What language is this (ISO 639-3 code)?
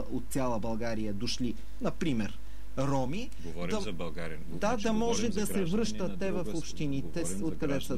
bul